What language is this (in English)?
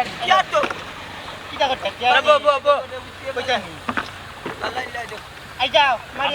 Sylheti